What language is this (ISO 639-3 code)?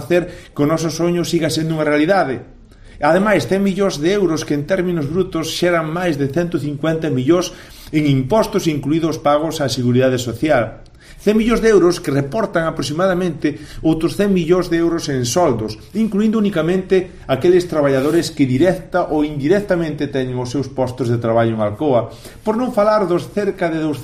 glg